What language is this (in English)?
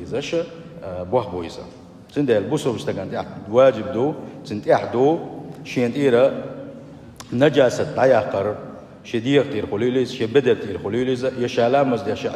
Chechen